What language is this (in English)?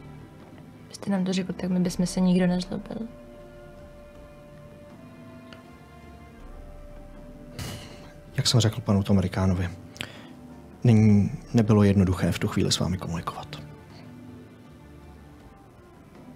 Czech